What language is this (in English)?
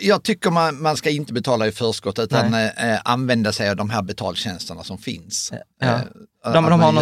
Swedish